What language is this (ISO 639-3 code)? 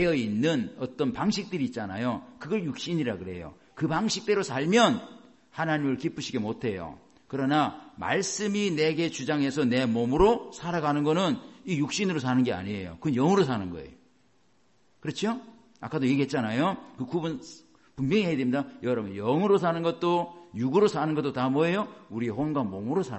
kor